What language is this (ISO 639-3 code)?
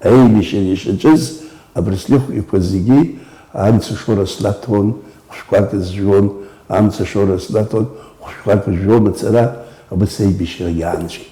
abk